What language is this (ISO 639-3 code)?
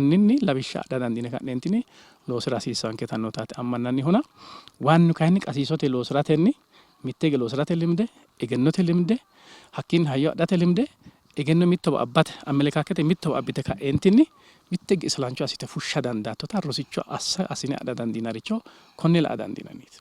sid